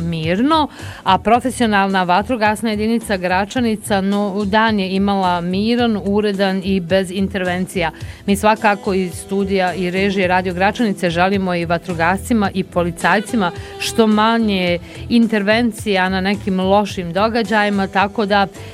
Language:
Bosnian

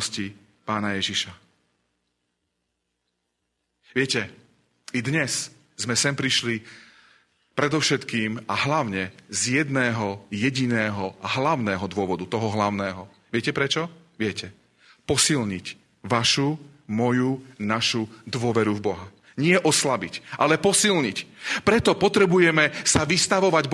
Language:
Slovak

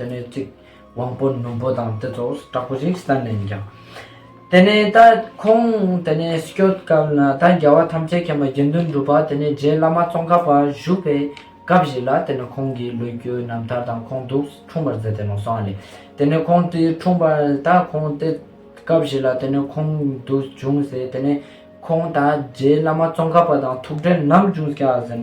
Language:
Ladakhi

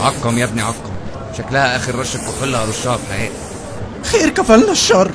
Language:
Egyptian Arabic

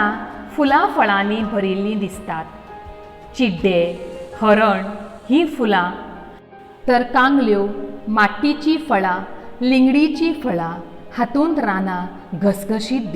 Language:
Konkani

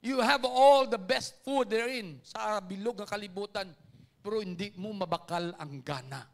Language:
Hiligaynon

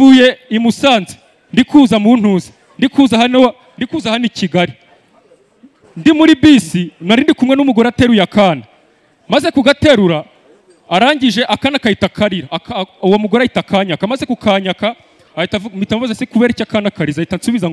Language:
Kinyarwanda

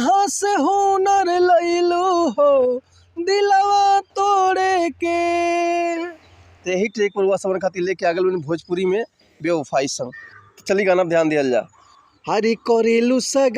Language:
Bhojpuri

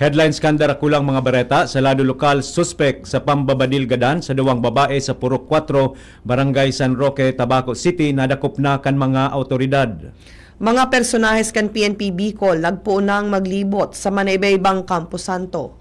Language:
Bikol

